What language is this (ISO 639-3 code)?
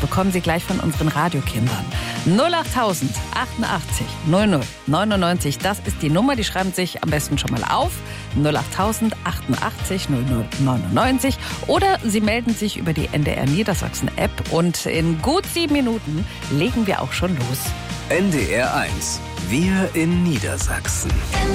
deu